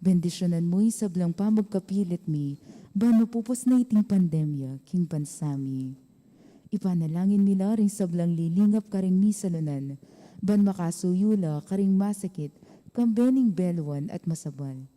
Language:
Pampanga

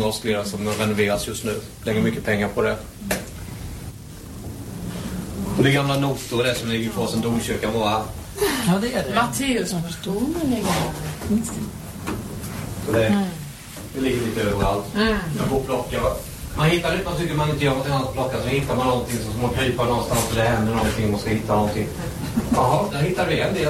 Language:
Swedish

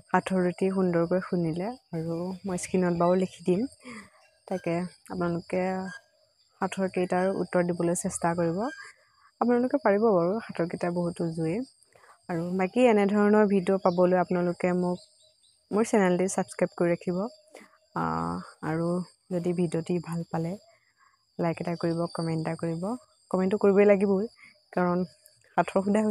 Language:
Assamese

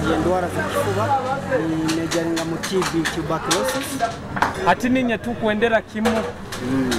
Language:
Nyoro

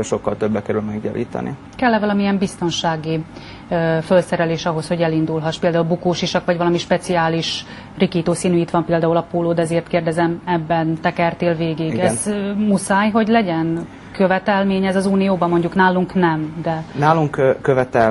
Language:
Hungarian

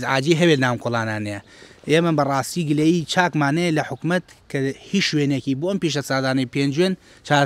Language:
Central Kurdish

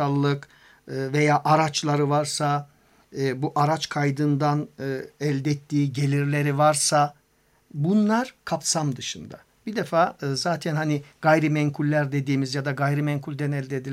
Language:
Turkish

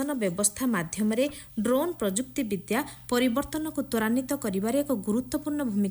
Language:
Odia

